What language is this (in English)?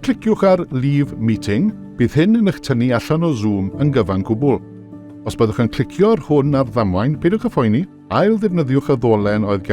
Welsh